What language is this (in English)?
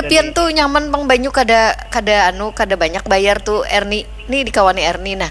Banjar